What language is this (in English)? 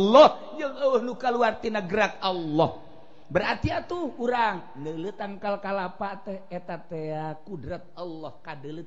Sundanese